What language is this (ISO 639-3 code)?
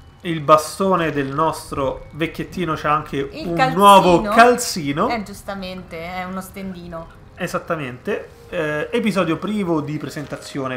ita